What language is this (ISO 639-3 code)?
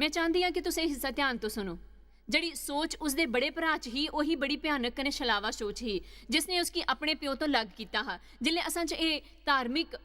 doi